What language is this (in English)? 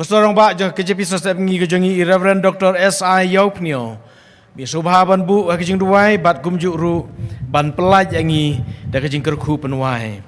Khasi